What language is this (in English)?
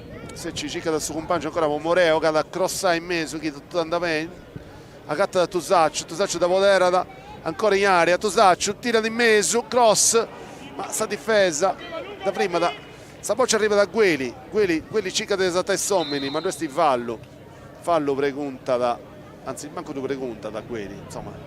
Sardinian